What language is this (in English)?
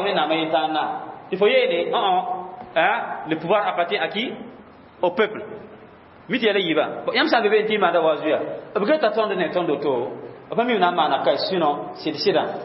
Mossi